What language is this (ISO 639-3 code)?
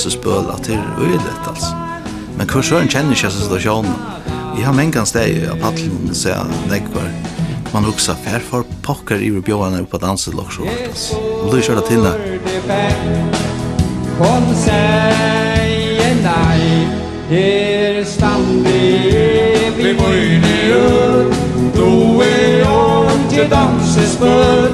fao